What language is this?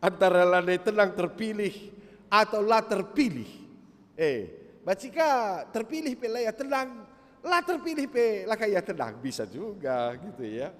Batak Karo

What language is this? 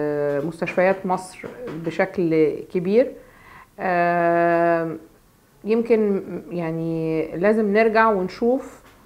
Egyptian Arabic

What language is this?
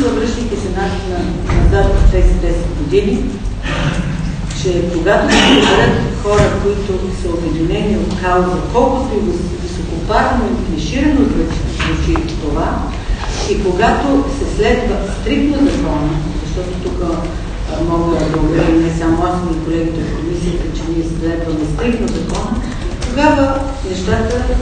Bulgarian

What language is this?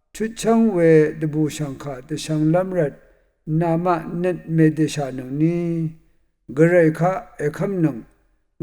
Rawang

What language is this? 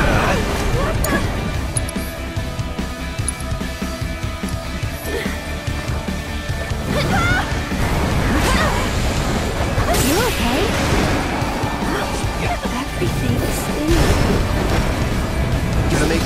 English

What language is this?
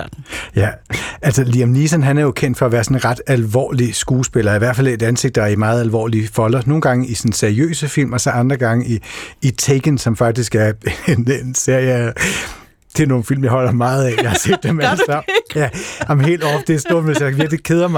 Danish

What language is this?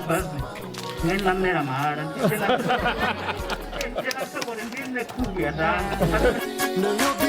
Venda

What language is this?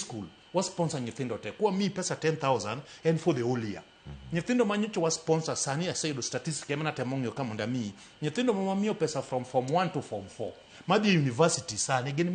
Luo (Kenya and Tanzania)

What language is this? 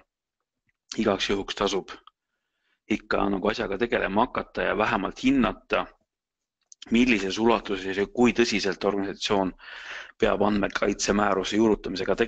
Estonian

